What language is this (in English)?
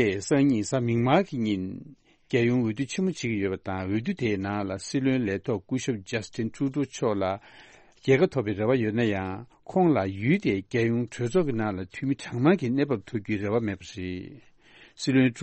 Tibetan